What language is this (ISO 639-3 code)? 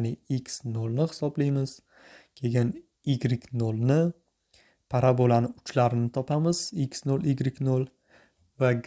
uzb